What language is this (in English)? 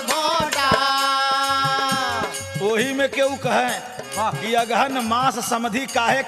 Bhojpuri